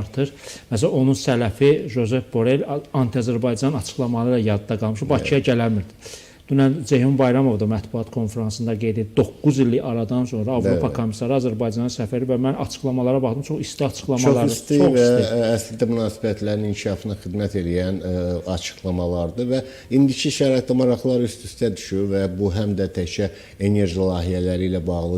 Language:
Azerbaijani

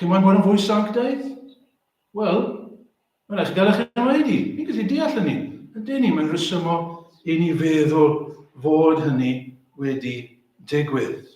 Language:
Welsh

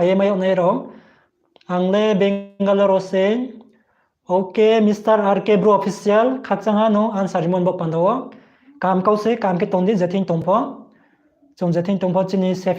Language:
Riang (India)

